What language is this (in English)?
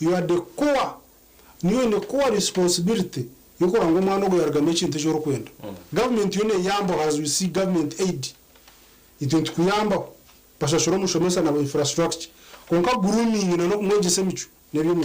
Nyankole